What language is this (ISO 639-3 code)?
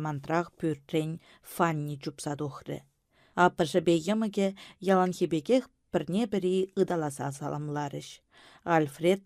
chv